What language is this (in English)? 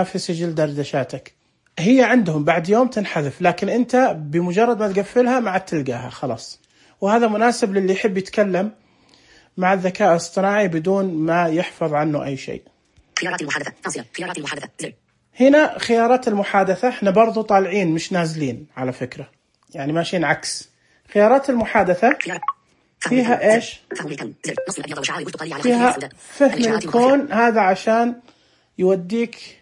Najdi Arabic